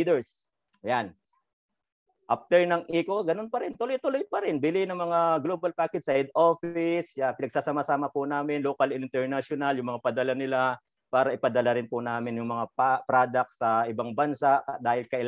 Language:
Filipino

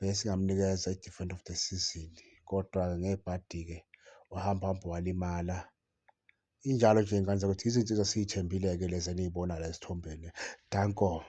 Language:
Zulu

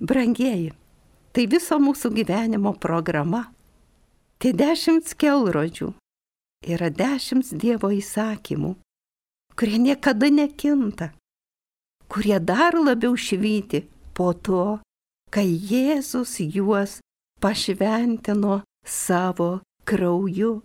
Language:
Lithuanian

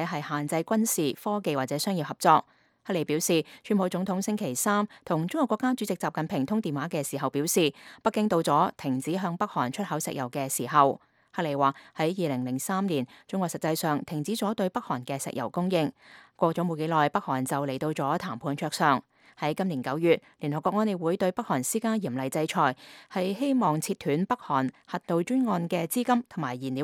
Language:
Cantonese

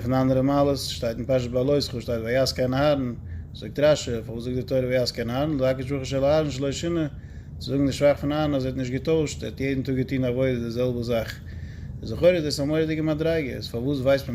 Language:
Yiddish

